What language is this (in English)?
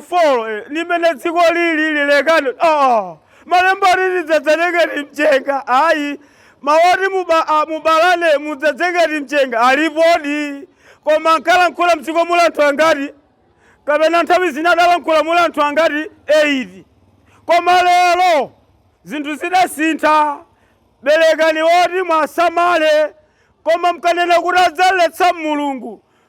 Nyanja